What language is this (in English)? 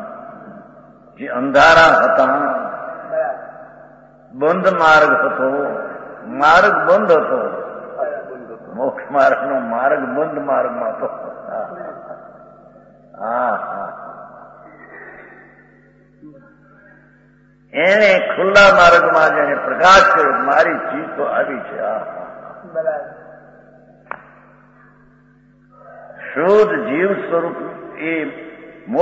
Gujarati